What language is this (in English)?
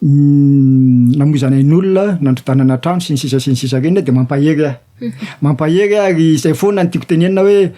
Malagasy